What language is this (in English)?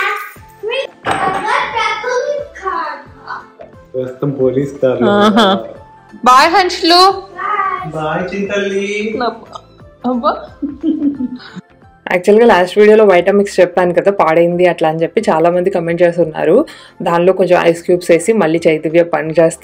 Telugu